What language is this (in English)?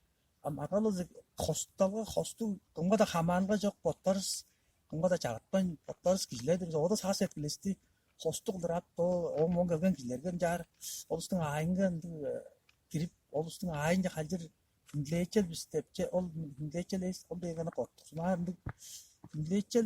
Tuvinian